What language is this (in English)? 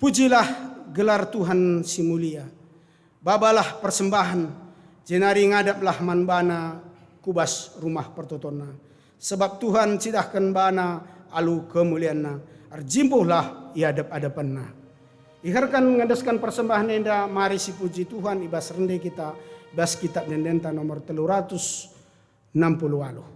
Batak Karo